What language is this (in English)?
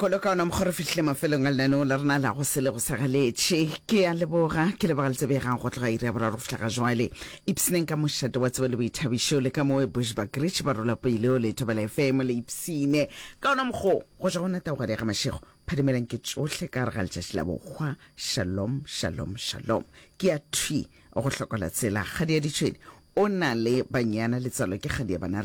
Northern Sotho